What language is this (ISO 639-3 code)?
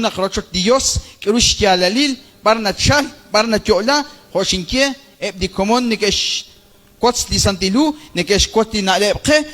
kek